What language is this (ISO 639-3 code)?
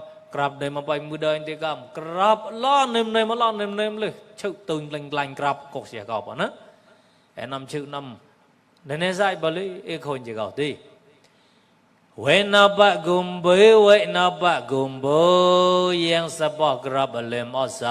mnw